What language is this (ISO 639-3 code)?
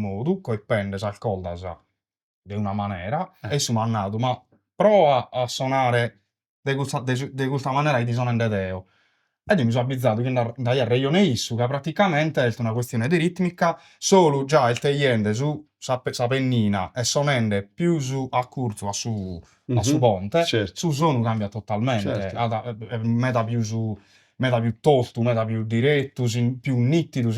srd